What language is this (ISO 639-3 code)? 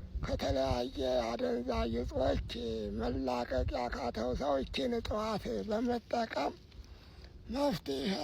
amh